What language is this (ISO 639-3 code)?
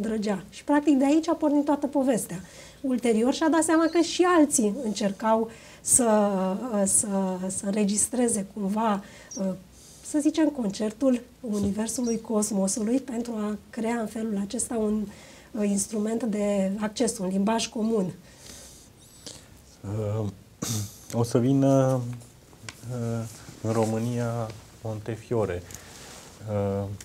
ron